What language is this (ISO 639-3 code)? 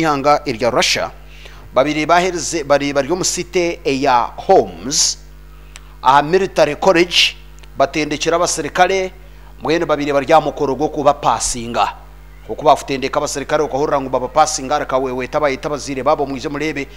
nyn